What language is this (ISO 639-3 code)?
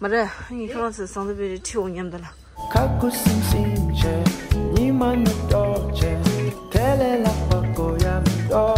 bod